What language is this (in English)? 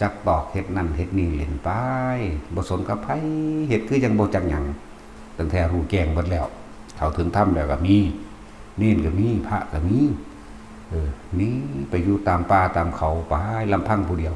Northeastern Thai